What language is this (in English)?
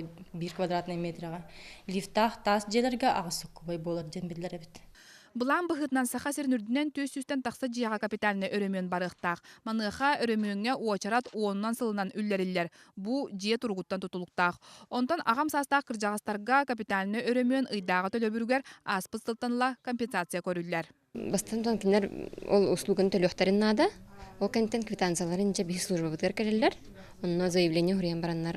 Yakut